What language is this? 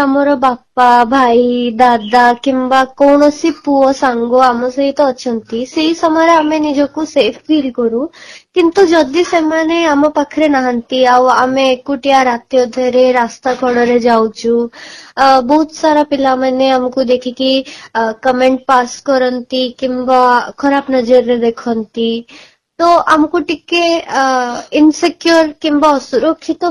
Odia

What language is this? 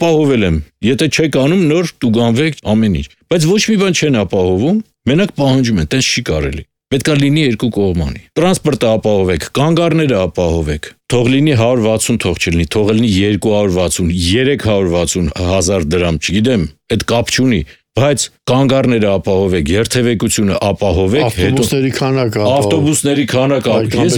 Armenian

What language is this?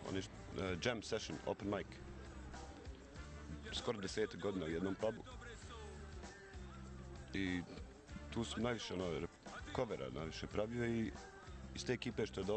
Bosnian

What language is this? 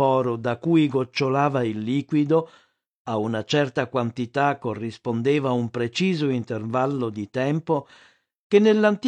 Italian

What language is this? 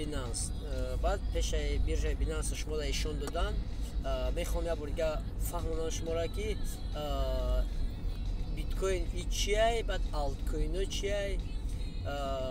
Tajik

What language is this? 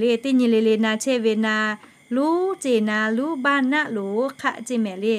Lahu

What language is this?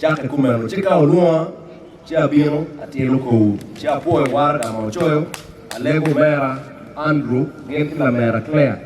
Acoli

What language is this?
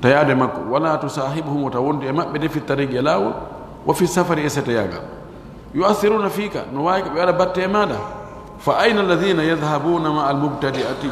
Pular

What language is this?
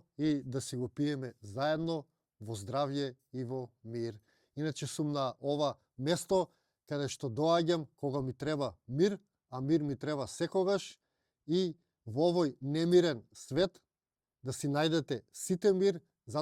Macedonian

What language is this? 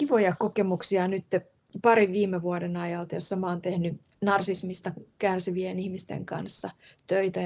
Finnish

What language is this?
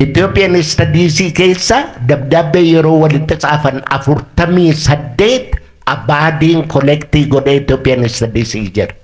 Oromo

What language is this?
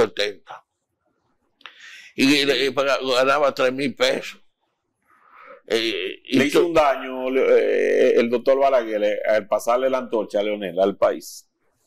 Spanish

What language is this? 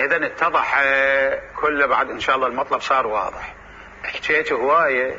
Mesopotamian Arabic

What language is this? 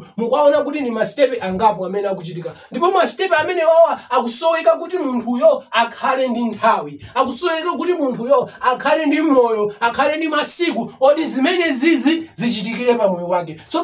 Nyanja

